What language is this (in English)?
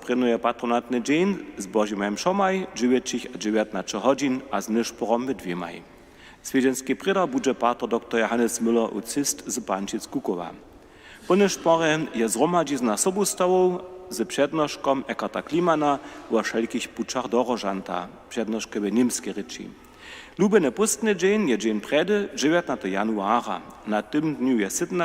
Upper Sorbian